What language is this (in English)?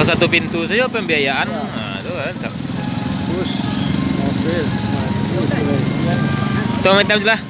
Minangkabau